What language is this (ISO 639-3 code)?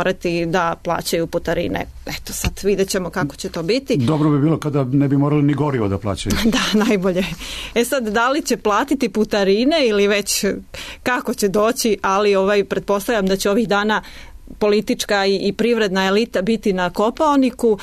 srp